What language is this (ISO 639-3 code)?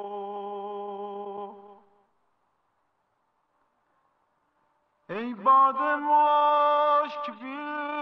fas